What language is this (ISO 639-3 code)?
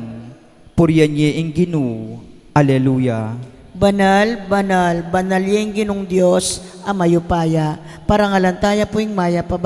pam